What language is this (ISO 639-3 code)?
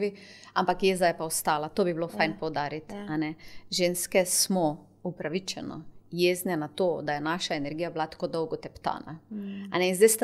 slv